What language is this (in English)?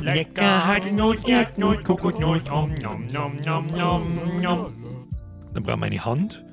Bavarian